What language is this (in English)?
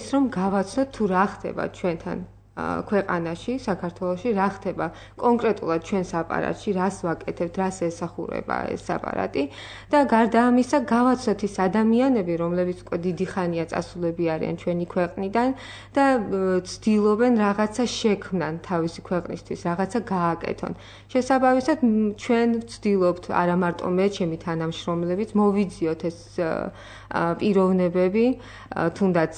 Georgian